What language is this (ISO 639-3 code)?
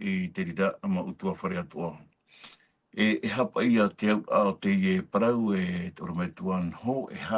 tah